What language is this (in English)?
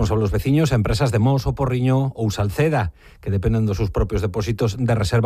Galician